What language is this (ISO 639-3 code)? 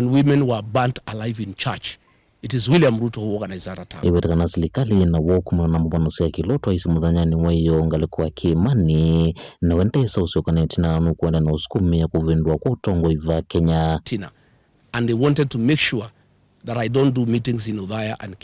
kam